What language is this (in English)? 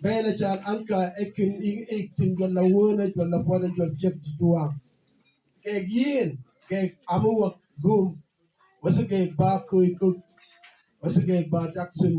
Mabaan